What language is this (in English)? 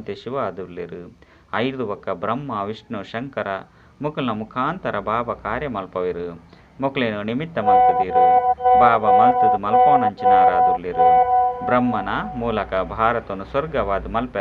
Tulu